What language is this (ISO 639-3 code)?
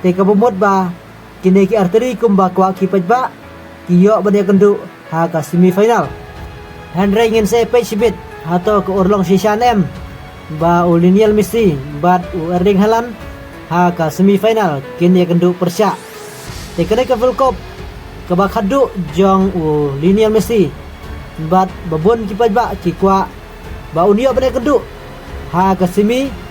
kha